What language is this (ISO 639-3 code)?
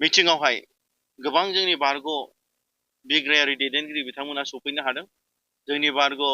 brx